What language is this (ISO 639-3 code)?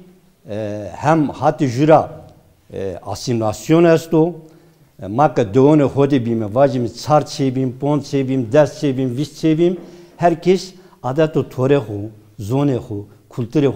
zza